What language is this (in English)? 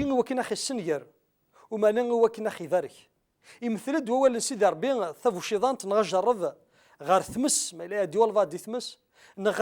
Kabyle